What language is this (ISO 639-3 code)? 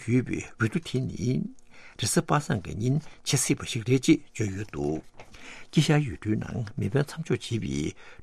bod